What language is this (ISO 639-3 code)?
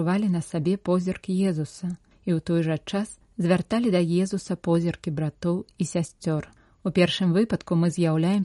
bel